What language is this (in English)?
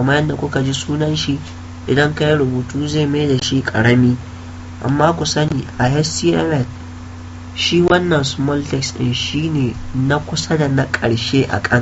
Hausa